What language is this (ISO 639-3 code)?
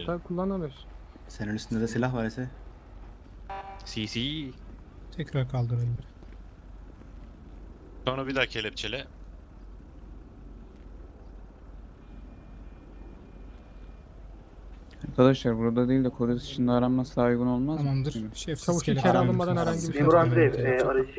tur